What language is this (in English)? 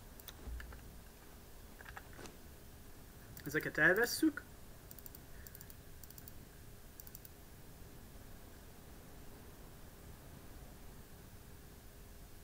Hungarian